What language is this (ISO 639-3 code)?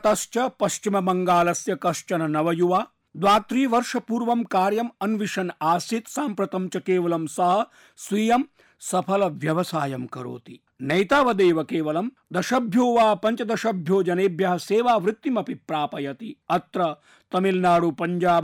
san